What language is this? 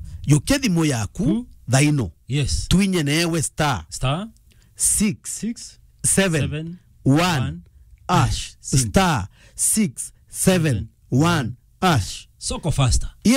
Meru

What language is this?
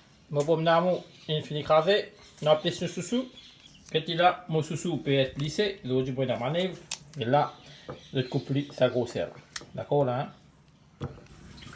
Morisyen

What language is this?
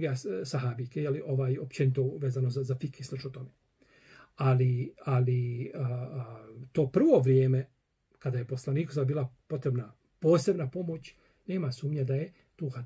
Bosnian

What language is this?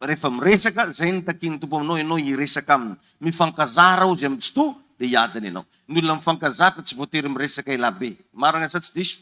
Malagasy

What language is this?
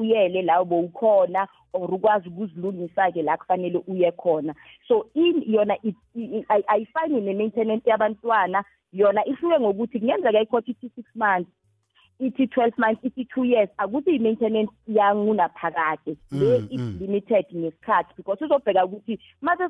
South Ndebele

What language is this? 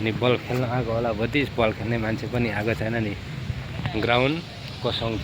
Nepali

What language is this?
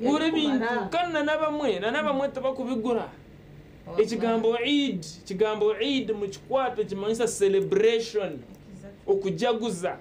Nyankole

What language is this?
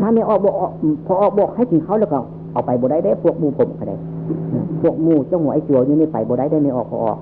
Northeastern Thai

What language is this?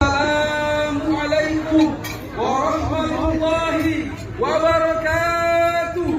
Makasar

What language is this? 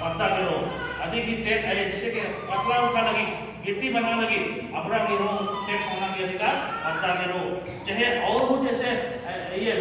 Kurukh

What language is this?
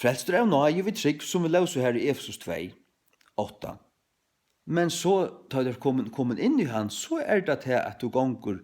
Faroese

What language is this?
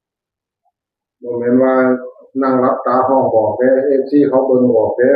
Northeastern Thai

